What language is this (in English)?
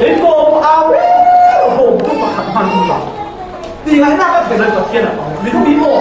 Falam Chin